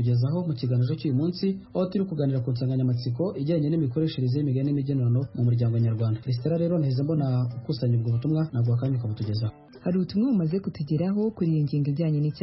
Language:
Kinyarwanda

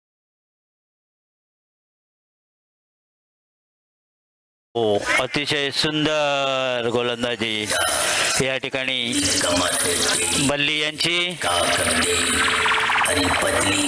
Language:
Marathi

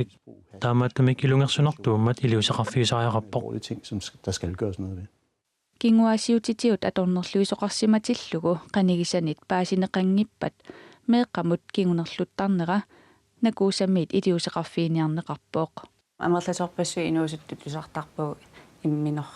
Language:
Kalaallisut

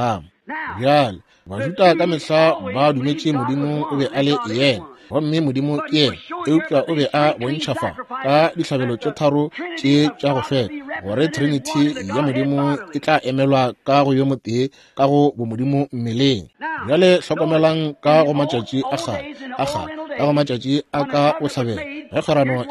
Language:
Northern Sotho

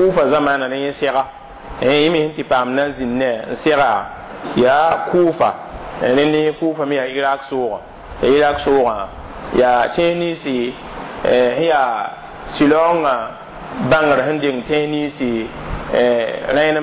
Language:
Mossi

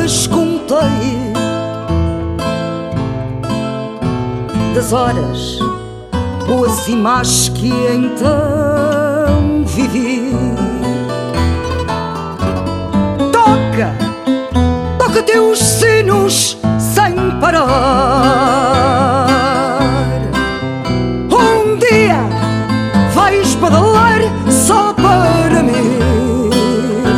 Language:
Portuguese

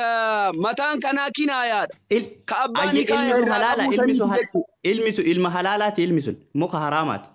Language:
Oromo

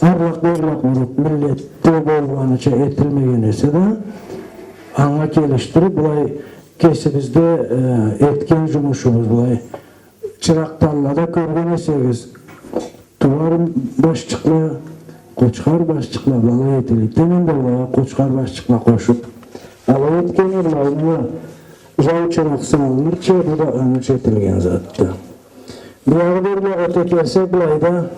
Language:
Karachay-Balkar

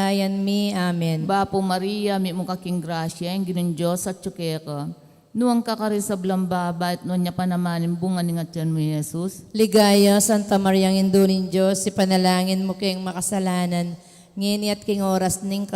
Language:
Pampanga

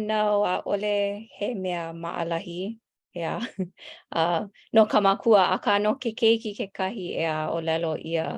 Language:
Hawaiian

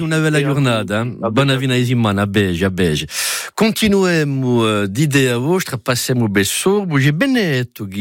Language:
Italian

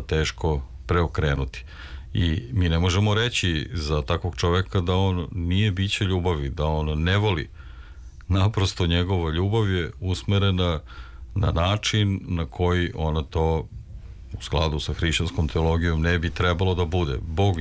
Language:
Serbian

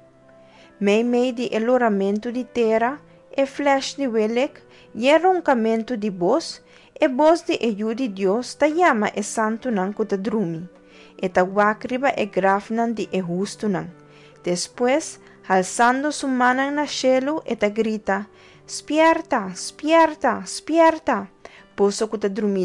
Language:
Papiamento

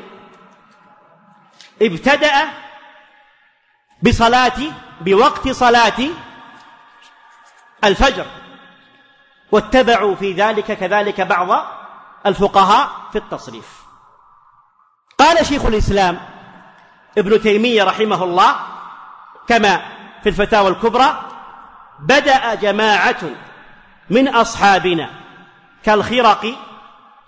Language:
Arabic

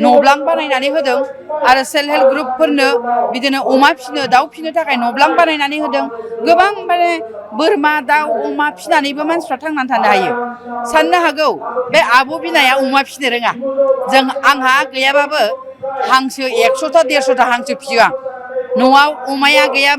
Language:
Bodo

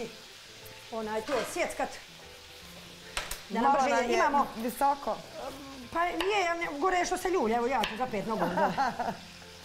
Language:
Bosnian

